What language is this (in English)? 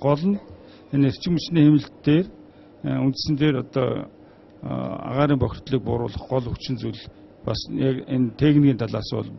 Mongolian